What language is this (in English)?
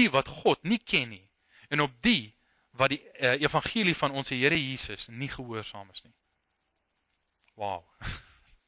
Afrikaans